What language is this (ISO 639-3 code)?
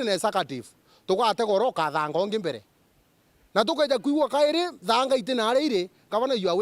mer